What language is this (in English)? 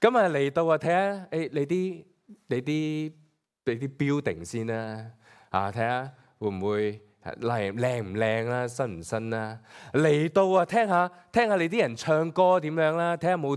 Cantonese